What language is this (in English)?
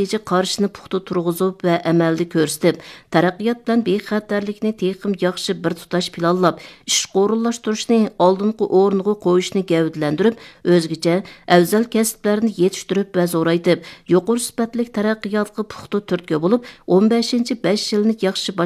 Uyghur